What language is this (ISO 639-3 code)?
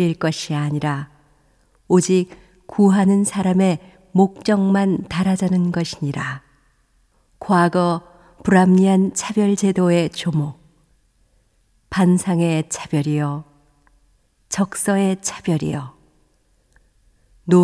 kor